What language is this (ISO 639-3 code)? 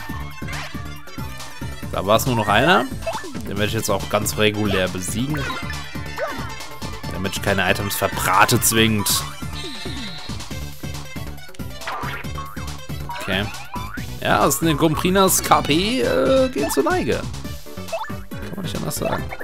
deu